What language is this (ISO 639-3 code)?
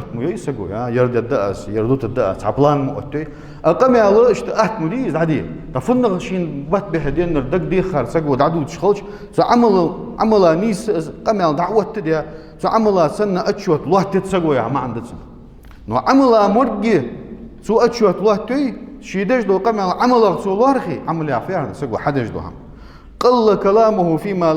inh